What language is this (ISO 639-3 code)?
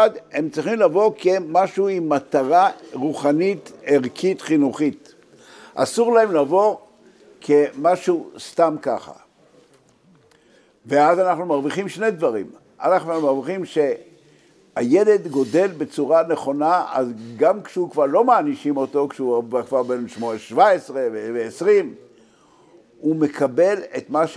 heb